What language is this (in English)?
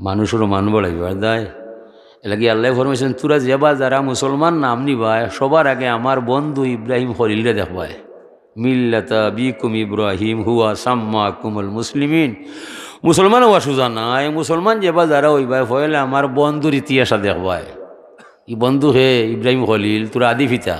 Sylheti